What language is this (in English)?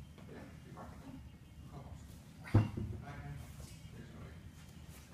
Danish